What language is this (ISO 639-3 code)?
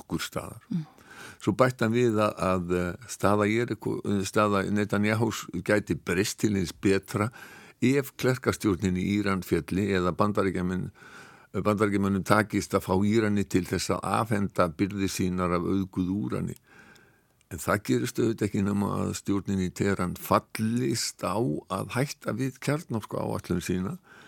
isl